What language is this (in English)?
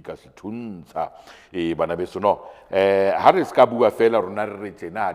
Southern Sotho